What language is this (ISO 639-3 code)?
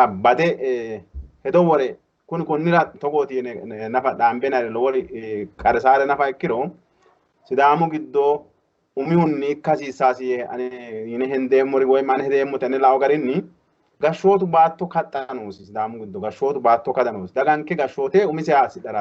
sid